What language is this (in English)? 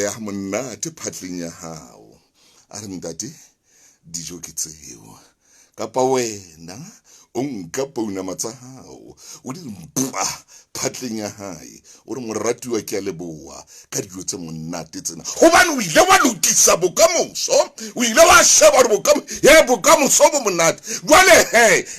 Southern Sotho